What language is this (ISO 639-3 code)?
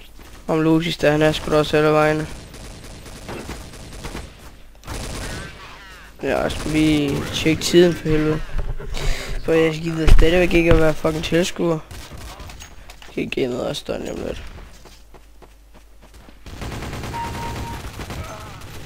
dan